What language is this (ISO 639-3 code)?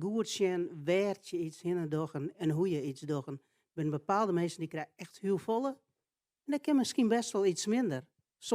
fry